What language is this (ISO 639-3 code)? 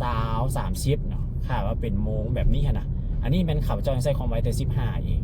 lao